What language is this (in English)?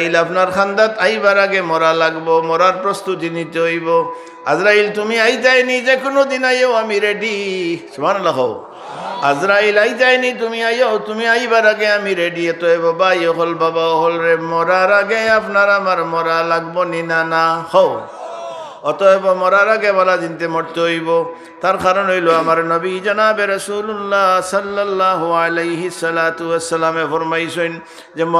Sylheti